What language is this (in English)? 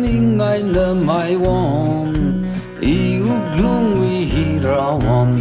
Tangkhul Naga (India)